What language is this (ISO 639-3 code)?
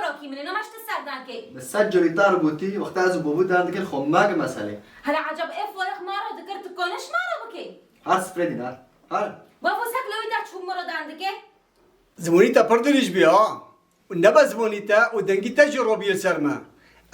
kur